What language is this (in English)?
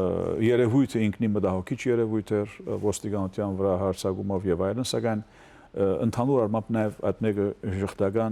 Western Armenian